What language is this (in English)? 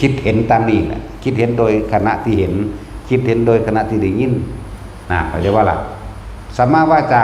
Northeastern Thai